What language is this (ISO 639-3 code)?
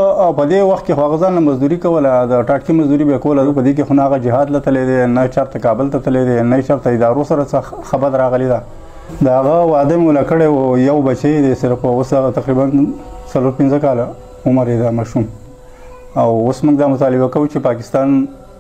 pus